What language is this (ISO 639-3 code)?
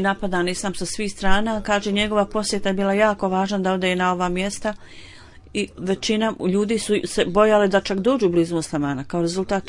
bos